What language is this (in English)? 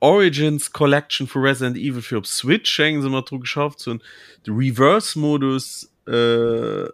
Luxembourgish